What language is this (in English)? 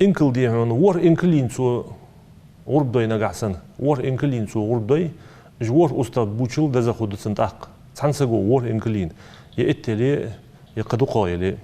Ingush